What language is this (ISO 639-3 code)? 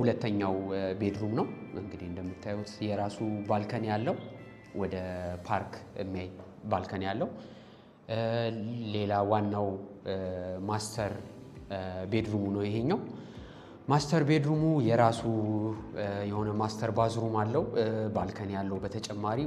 amh